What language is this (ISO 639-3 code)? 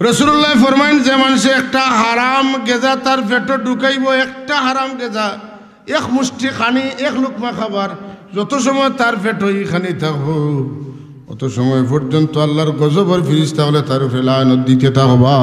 syl